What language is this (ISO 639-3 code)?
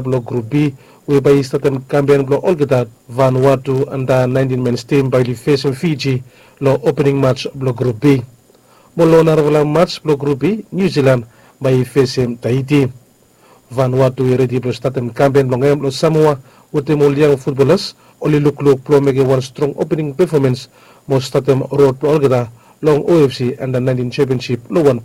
bis